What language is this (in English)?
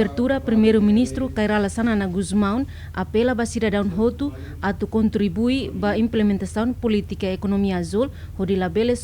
Tetum